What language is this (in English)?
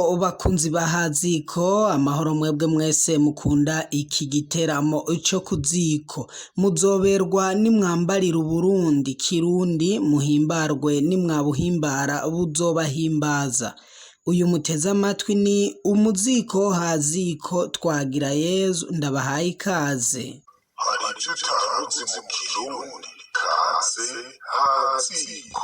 Rundi